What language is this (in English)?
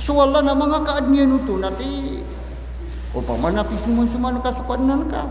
Maranao